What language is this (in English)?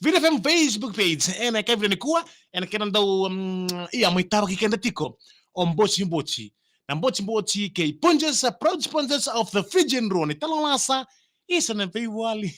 Fijian